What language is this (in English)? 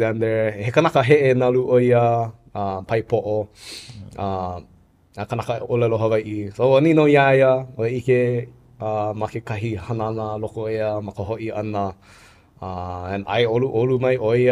Hawaiian